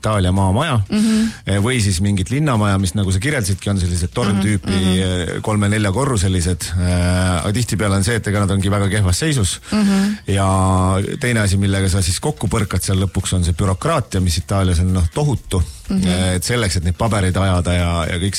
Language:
Estonian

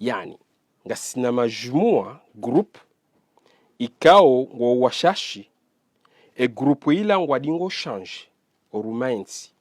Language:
Ngazidja Comorian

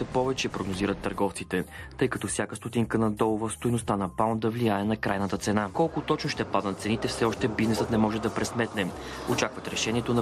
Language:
Bulgarian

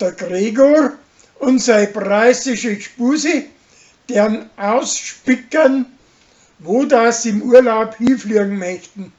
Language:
Bavarian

